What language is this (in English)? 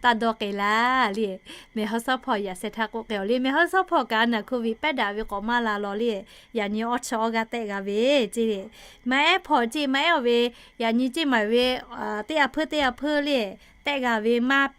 Lahu